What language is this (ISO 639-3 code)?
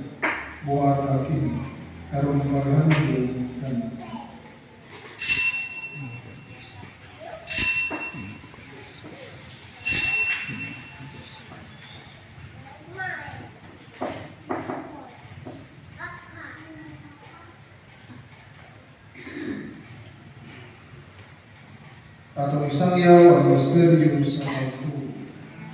ceb